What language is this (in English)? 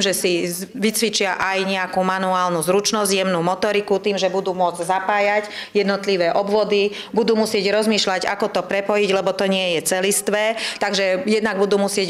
Slovak